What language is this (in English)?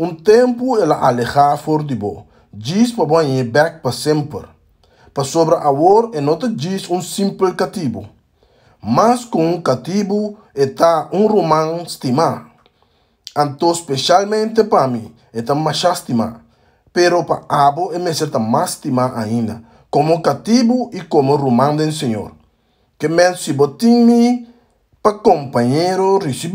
Papiamento